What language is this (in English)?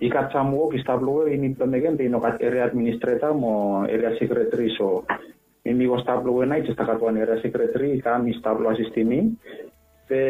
Bislama